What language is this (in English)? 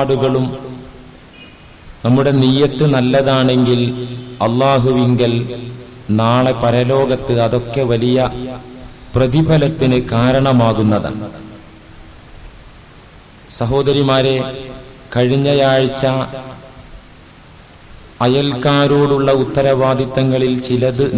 Malayalam